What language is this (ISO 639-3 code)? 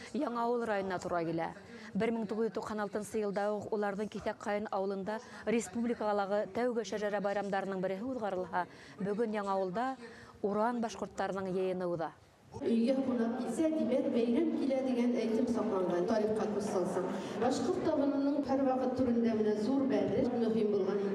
bak